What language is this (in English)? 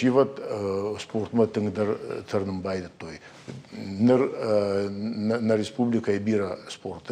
Ossetic